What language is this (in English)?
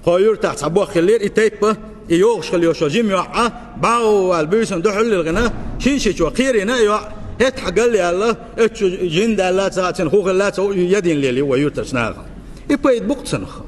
Chechen